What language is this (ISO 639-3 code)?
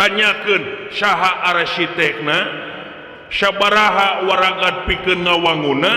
sun